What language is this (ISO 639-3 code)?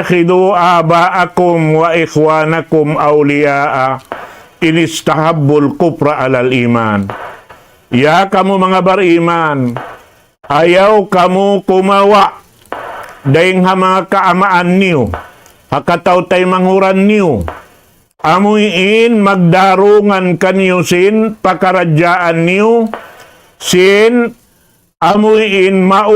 tsg